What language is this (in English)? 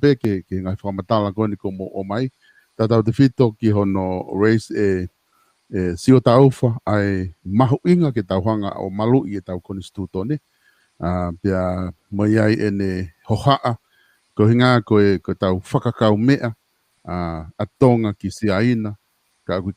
Tongan